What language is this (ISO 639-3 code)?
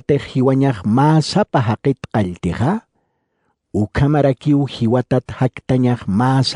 aym